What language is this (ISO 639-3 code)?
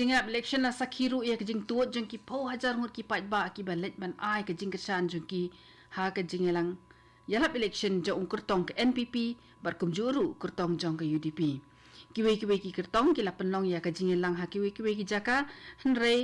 kha